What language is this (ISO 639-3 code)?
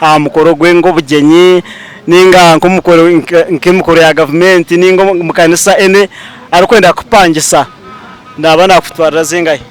nyn